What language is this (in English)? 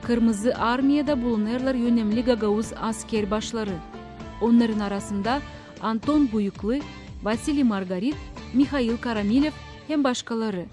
Gagauz